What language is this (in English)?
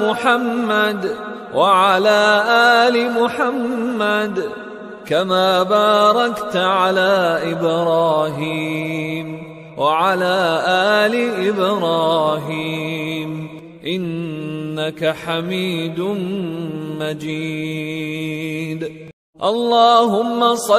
Arabic